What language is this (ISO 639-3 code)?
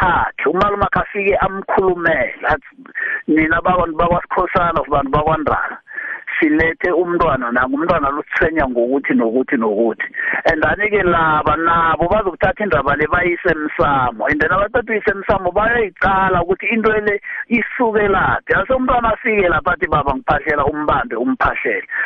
nbl